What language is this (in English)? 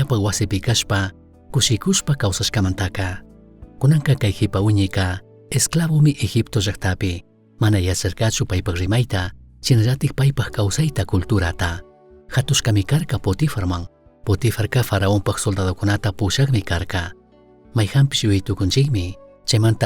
Chimborazo Highland Quichua